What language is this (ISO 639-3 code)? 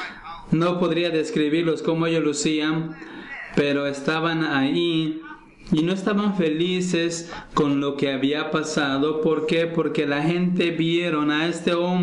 spa